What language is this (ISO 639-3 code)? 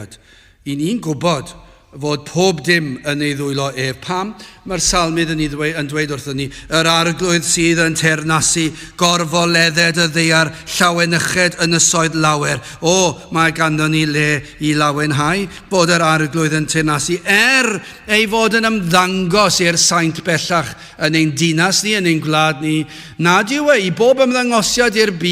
cym